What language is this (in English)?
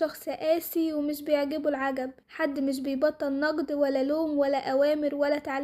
Egyptian Arabic